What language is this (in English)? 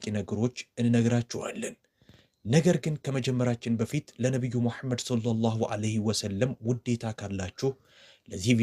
Amharic